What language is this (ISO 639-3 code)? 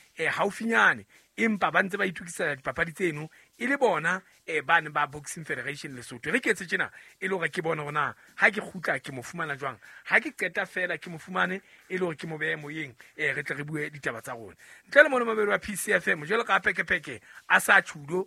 sot